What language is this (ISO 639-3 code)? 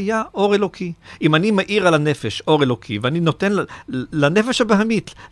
heb